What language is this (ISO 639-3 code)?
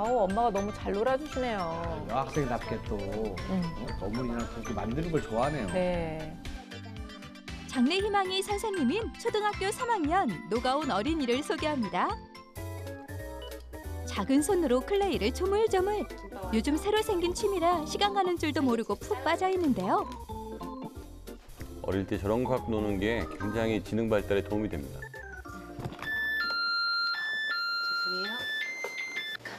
kor